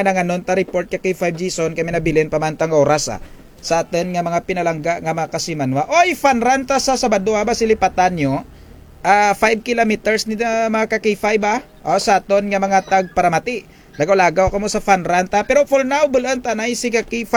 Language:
Kinaray-a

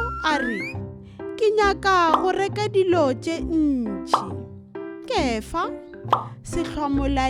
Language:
Northern Sotho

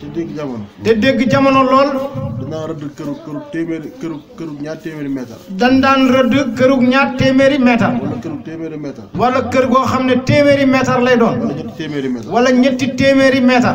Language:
Wolof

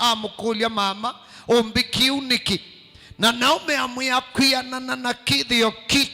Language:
Kamba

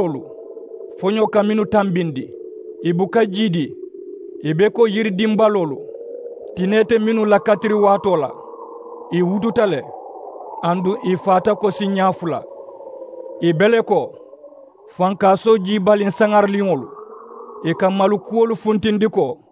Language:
Mandingo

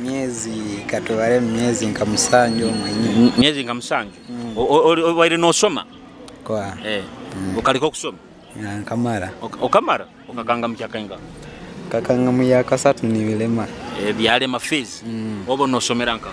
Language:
Nyoro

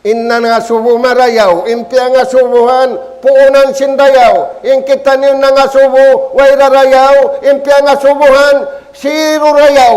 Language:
Tausug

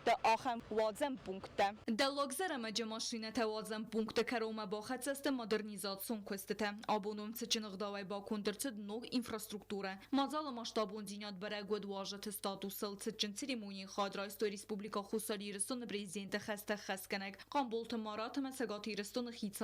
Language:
Ossetic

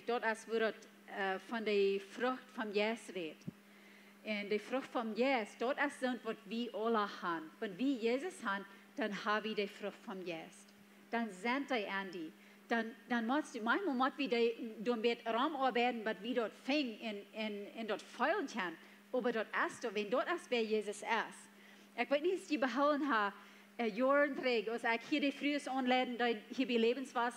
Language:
Plautdietsch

